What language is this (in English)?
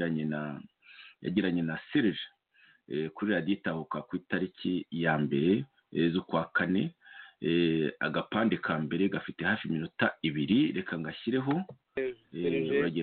Kinyarwanda